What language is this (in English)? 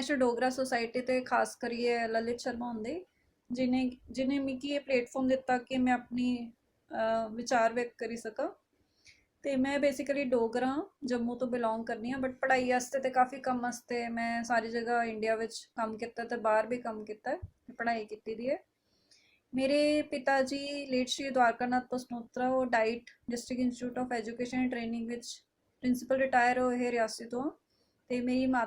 Dogri